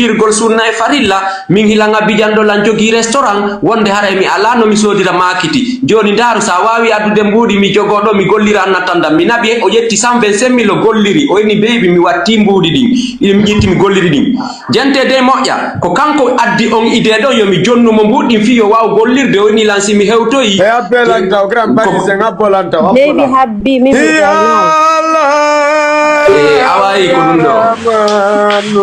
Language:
Fula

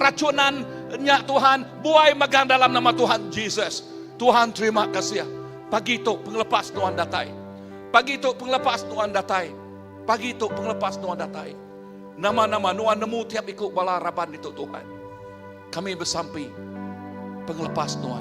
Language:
Iban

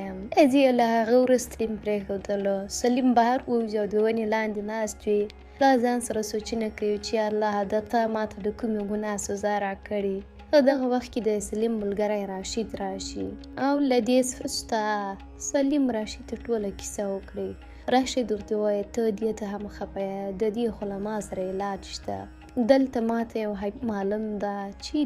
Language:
Pashto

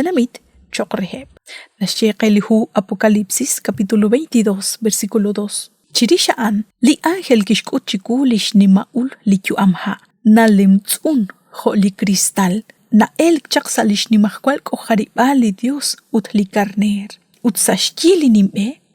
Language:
Kekchí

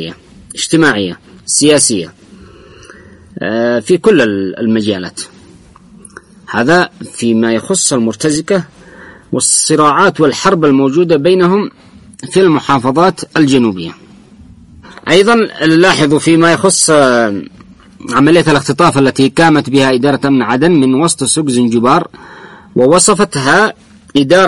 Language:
Arabic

